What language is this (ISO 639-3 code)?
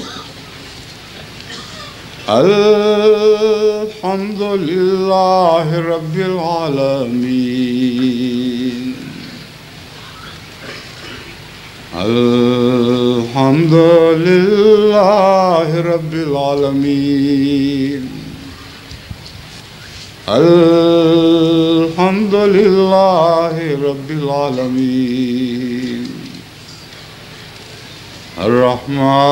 urd